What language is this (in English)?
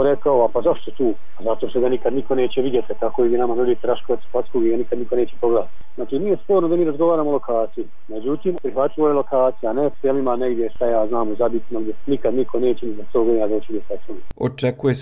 Croatian